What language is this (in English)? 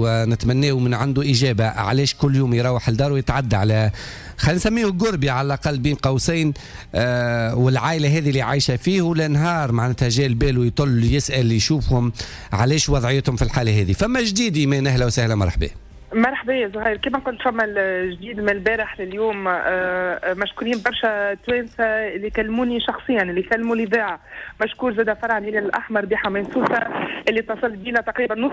Tunisian Arabic